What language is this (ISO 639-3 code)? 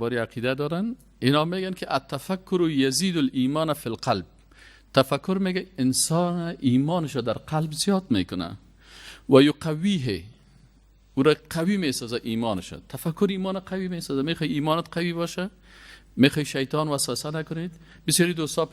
fas